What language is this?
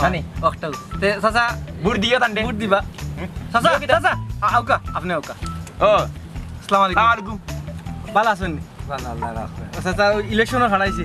Sylheti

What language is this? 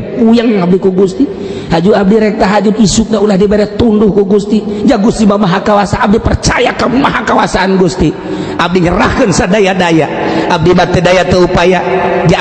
Sundanese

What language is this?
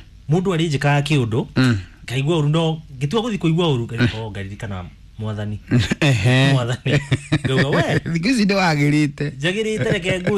Kikuyu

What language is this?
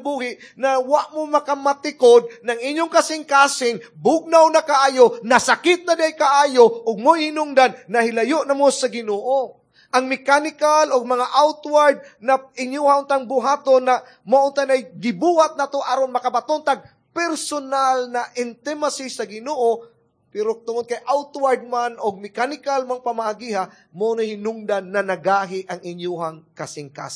Cebuano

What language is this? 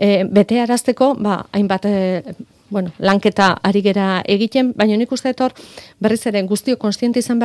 Basque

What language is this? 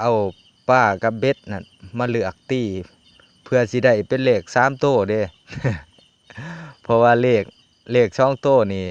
Lao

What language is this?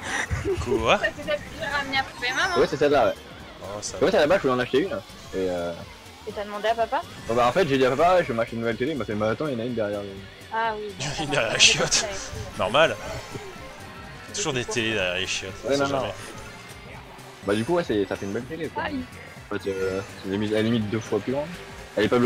French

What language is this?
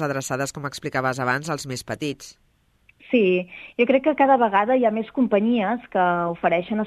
Catalan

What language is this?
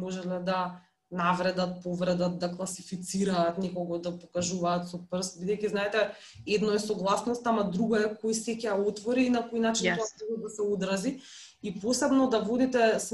Macedonian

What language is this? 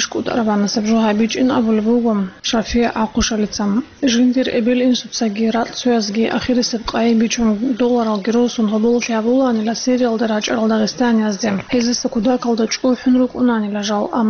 Avaric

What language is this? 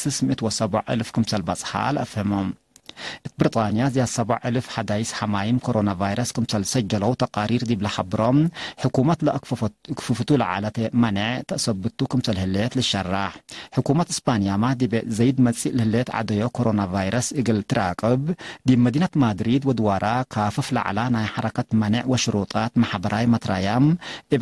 Tigre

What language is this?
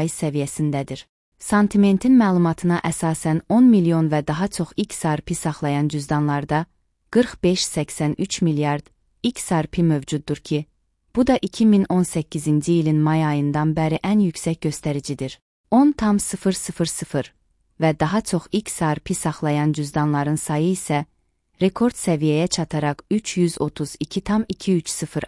Azerbaijani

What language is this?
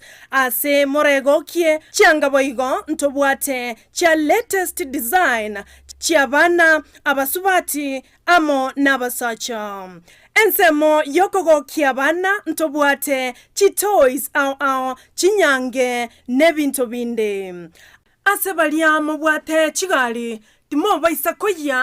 Gusii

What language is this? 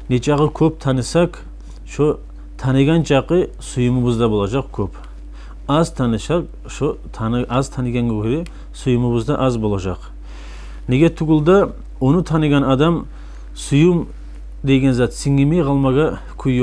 Kumyk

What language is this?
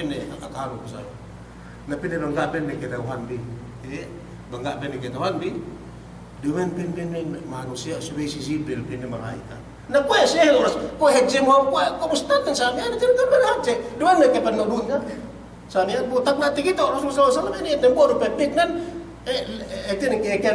Yakan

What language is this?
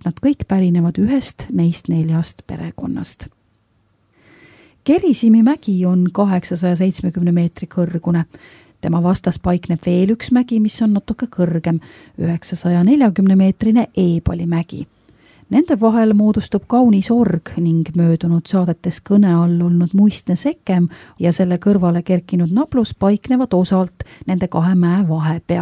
Estonian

